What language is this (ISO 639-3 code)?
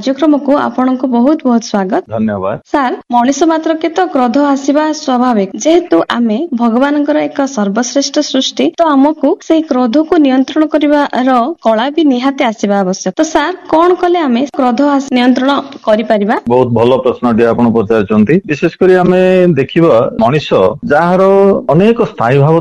ori